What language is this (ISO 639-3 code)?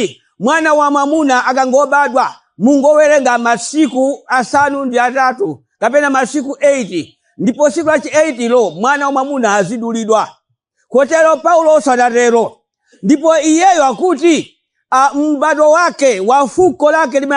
nya